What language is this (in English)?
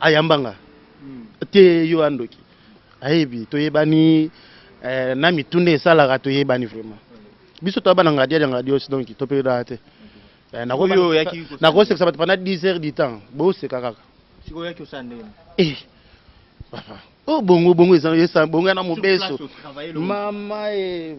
Lingala